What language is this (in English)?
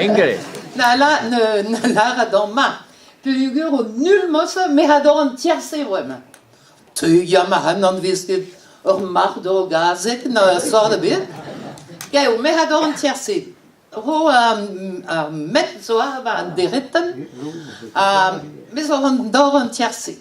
Breton